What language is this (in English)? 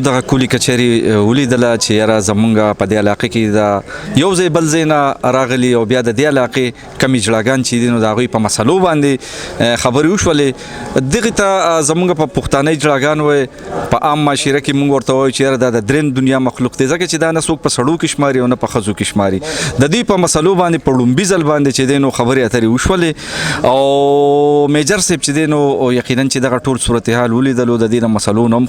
Pashto